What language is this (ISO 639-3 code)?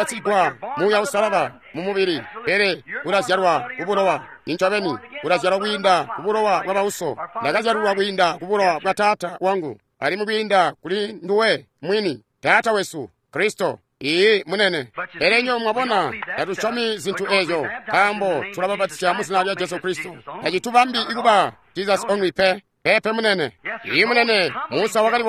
toi